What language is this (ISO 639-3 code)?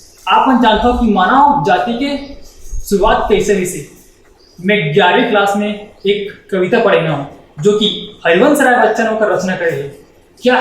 hne